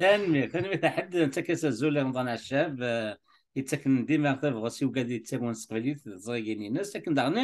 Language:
Kabyle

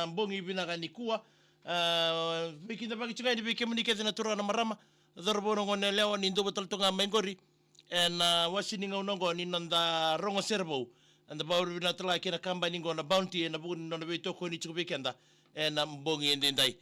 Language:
Fijian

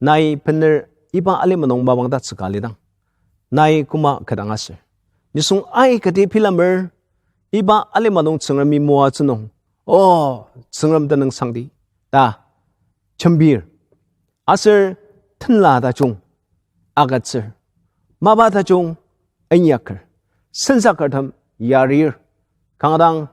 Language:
Ao Naga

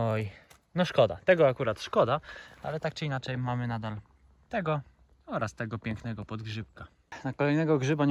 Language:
Polish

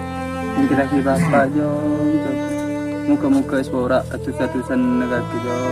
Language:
Madurese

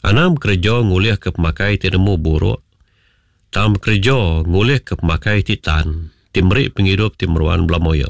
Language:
Iban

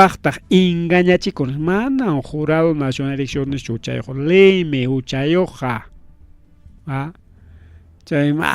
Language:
Ayacucho Quechua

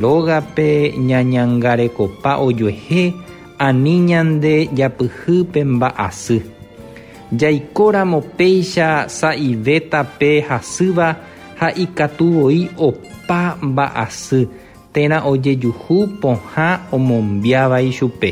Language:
Guarani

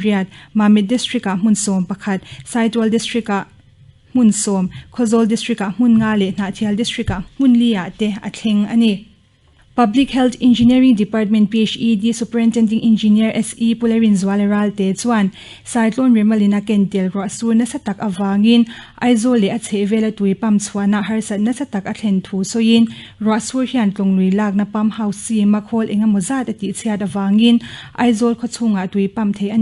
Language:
Mizo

